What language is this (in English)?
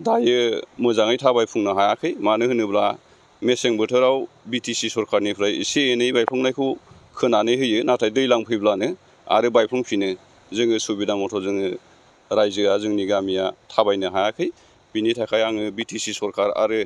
Bodo